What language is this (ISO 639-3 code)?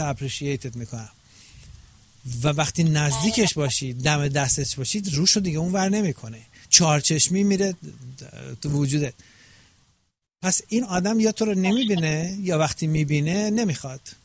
fas